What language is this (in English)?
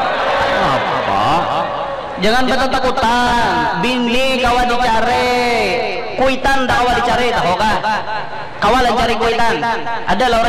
Banjar